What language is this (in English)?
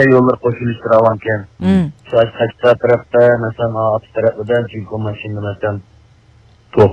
Uyghur